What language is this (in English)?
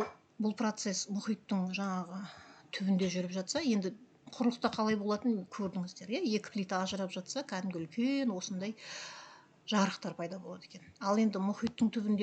Kazakh